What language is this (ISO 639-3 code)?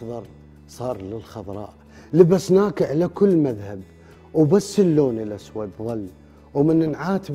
ara